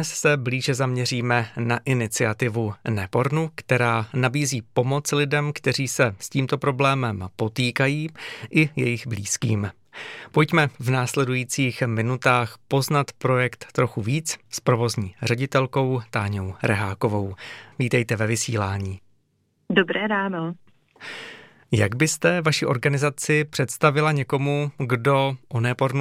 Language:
Czech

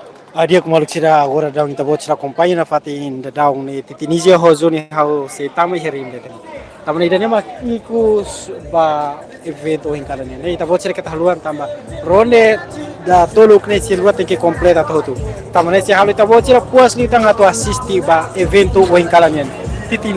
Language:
Tetum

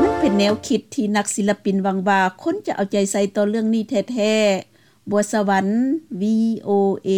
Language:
Lao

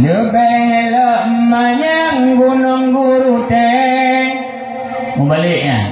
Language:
Achinese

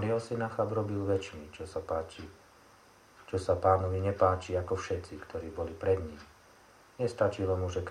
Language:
Slovak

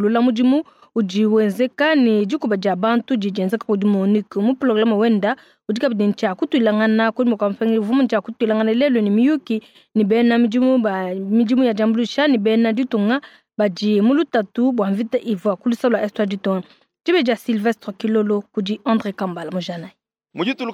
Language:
Luba-Lulua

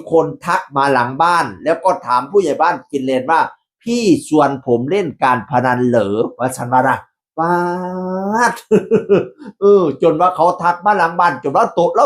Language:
Northeastern Thai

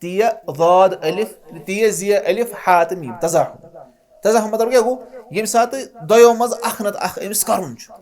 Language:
Kashmiri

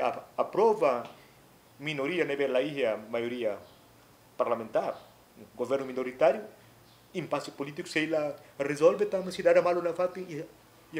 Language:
Tetum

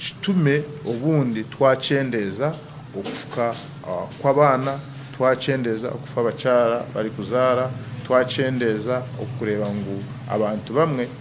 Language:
Nyankole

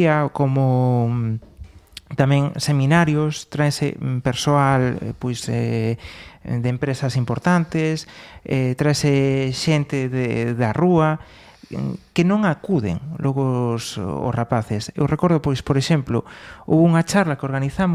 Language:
Galician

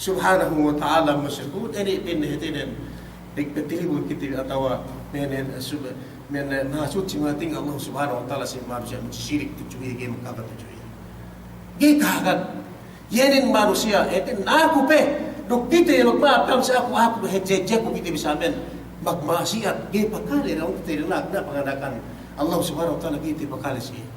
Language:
Yakan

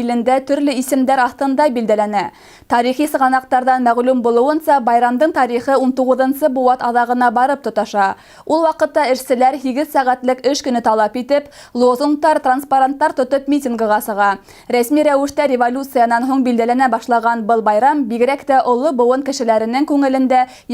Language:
Bashkir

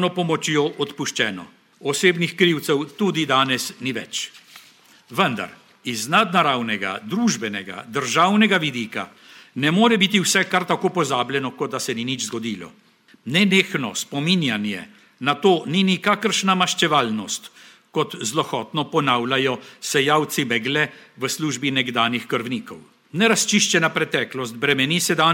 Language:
Slovenian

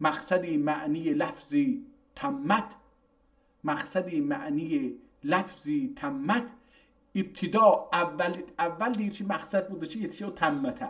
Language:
South Azerbaijani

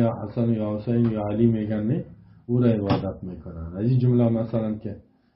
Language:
Persian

